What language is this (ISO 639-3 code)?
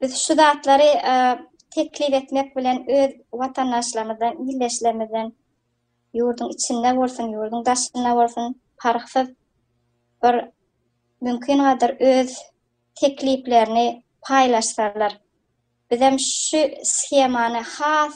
tuk